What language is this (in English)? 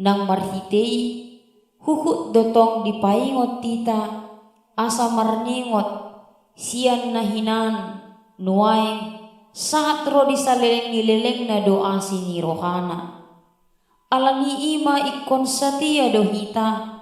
Batak Toba